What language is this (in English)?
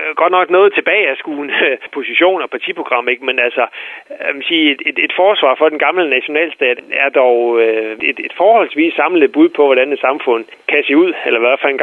Danish